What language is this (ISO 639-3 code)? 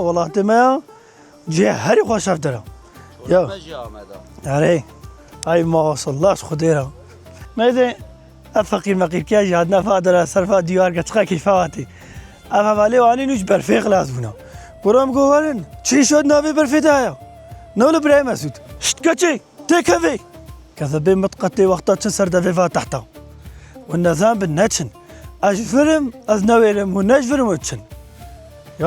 kur